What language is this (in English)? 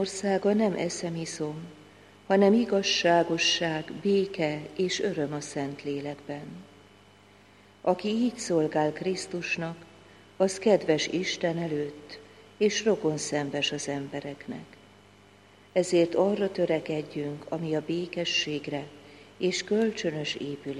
Hungarian